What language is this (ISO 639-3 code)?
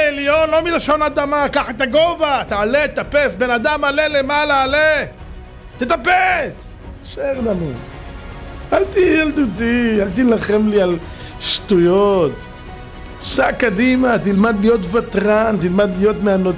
heb